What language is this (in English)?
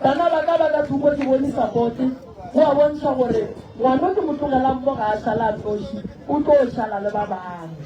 Northern Sotho